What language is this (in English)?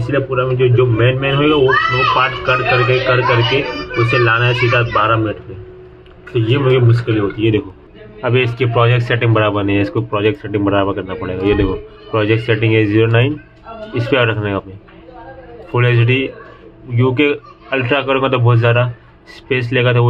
Hindi